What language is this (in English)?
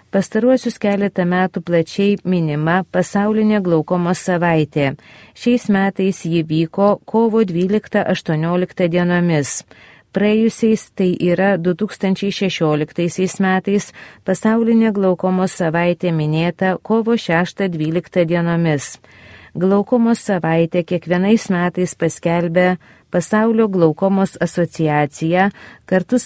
Lithuanian